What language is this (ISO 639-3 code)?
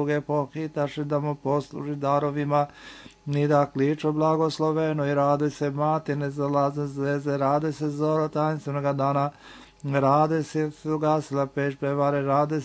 srp